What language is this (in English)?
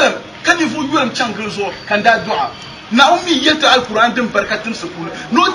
Dagbani